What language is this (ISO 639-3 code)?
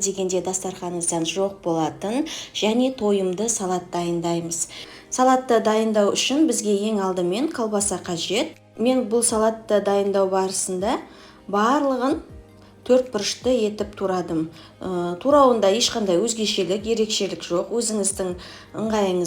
kaz